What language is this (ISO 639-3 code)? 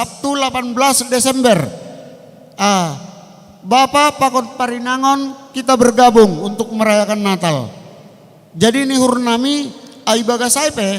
bts